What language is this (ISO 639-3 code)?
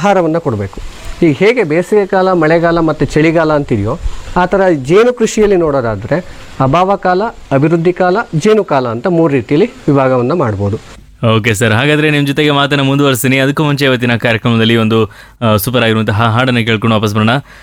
kan